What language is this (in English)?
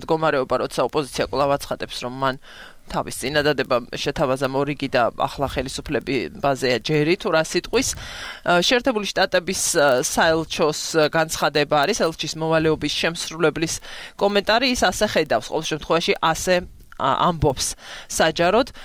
Georgian